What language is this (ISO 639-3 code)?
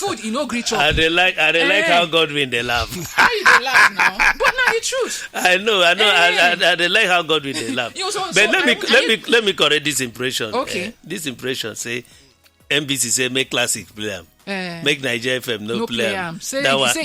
pcm